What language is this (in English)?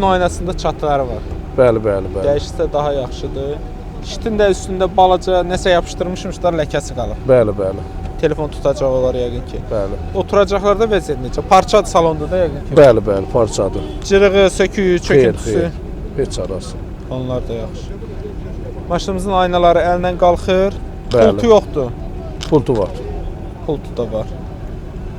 Azerbaijani